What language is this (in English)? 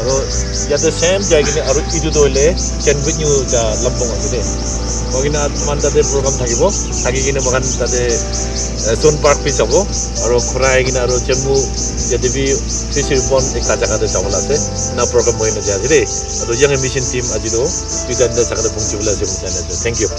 Naga Pidgin